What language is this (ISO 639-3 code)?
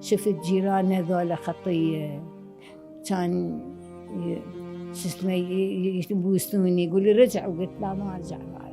acm